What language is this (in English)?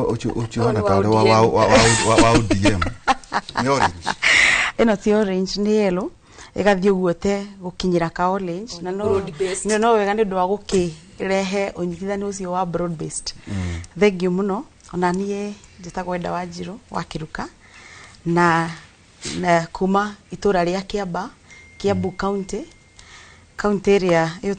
Kikuyu